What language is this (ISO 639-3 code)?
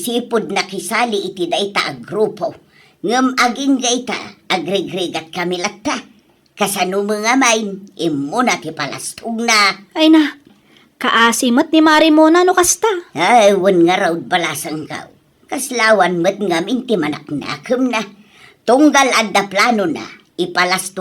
ilo